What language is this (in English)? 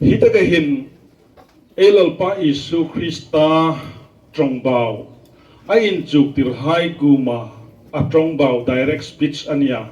Hmar